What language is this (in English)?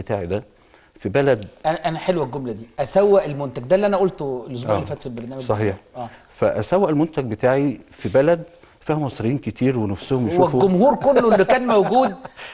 Egyptian Arabic